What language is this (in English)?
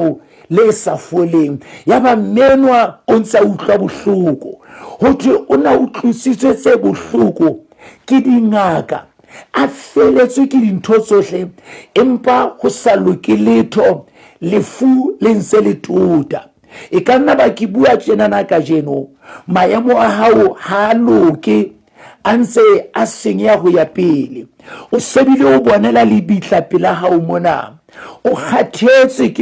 Southern Sotho